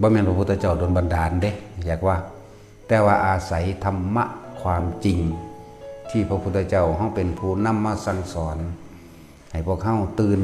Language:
Northeastern Thai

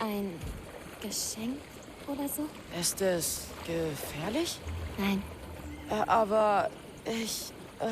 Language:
Bavarian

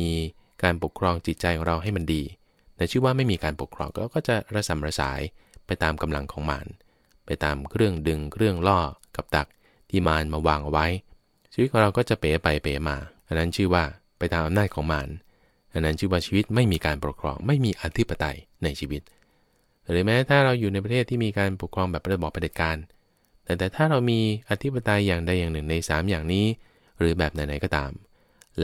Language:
Thai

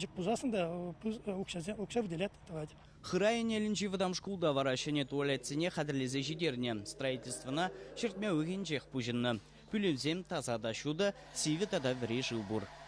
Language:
Chuvash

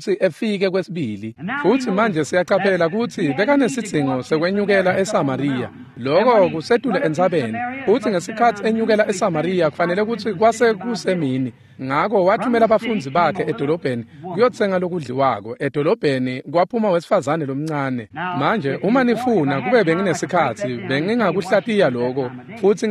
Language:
Swati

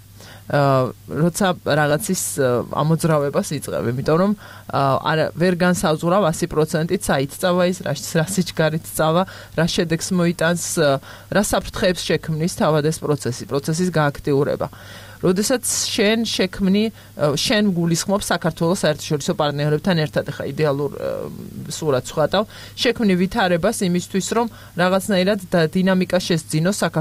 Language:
Georgian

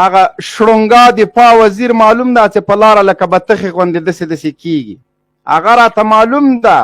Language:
Pashto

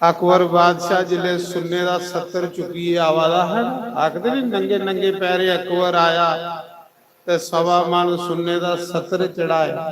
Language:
Dogri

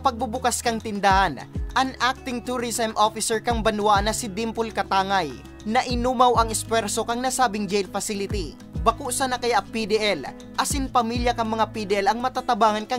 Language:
Bikol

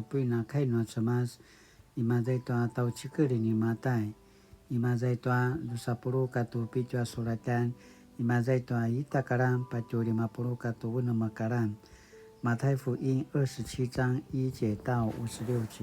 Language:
Paiwan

